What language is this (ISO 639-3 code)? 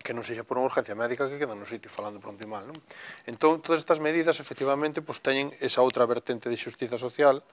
glg